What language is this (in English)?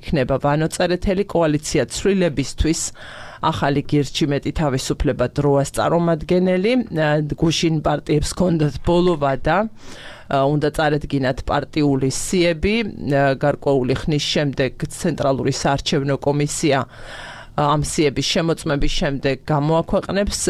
Georgian